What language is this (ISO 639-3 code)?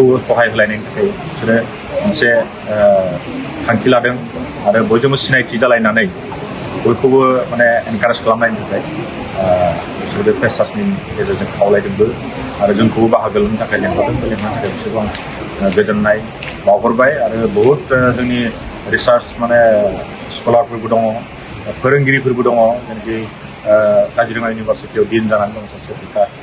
brx